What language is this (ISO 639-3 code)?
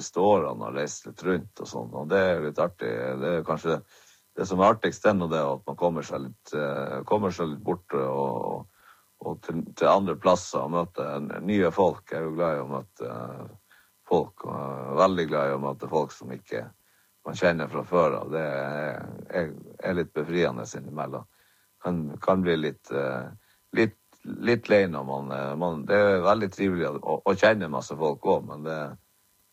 nor